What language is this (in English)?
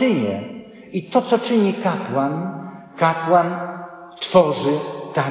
Polish